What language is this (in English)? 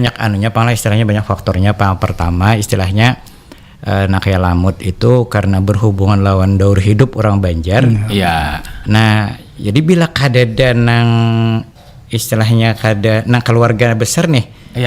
Banjar